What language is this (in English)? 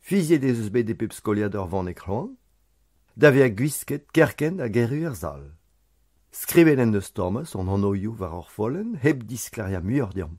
Breton